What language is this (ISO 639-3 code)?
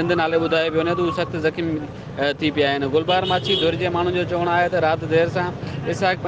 snd